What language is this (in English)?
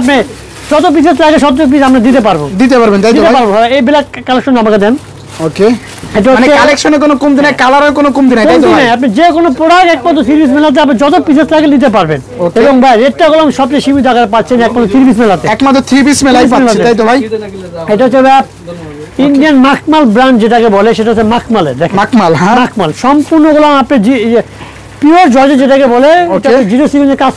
Bangla